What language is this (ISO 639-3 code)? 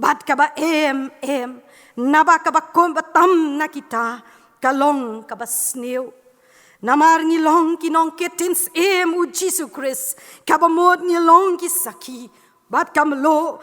kha